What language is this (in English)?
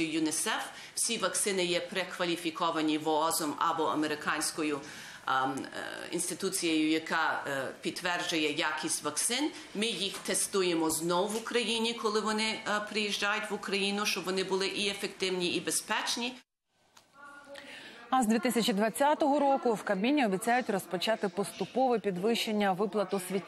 Ukrainian